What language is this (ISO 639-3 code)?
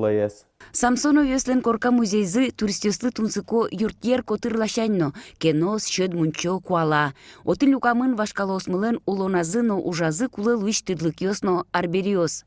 udm